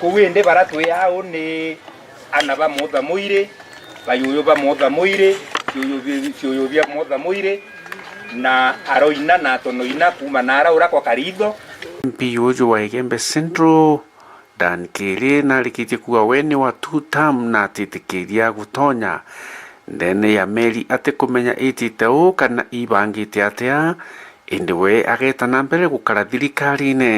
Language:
Meru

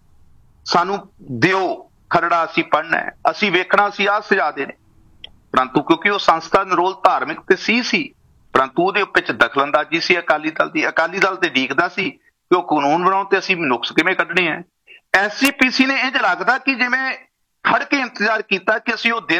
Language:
Punjabi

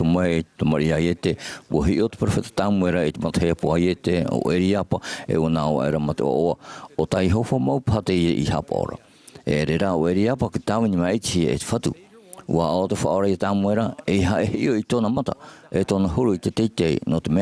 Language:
Tahitian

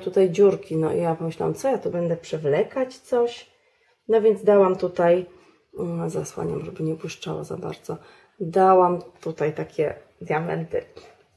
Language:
Polish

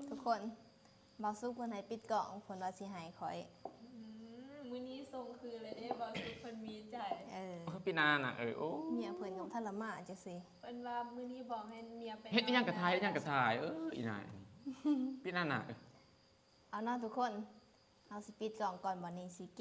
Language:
Northeastern Thai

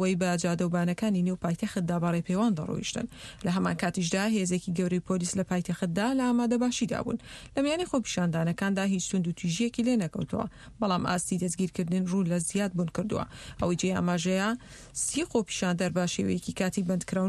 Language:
Central Kurdish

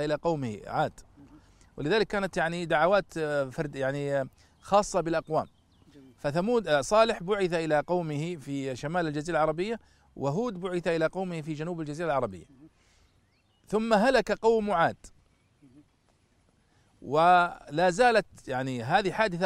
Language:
Arabic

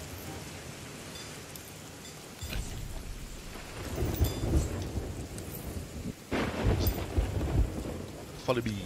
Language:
English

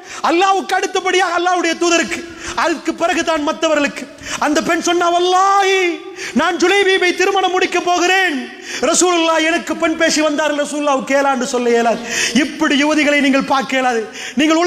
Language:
Tamil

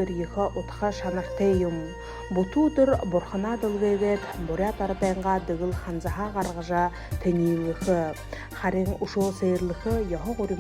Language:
Buriat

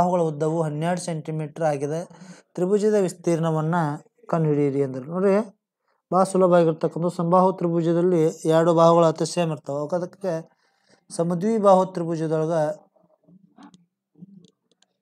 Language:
Kannada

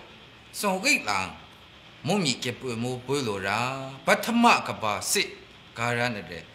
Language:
Maru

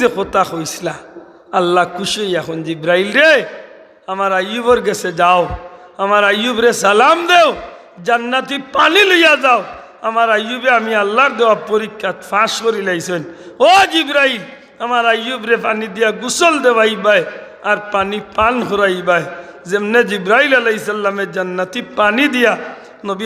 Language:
Sylheti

